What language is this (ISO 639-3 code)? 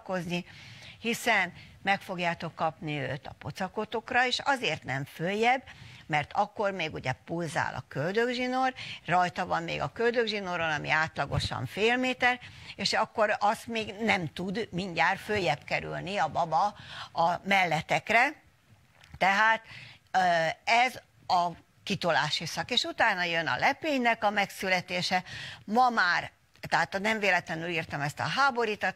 hun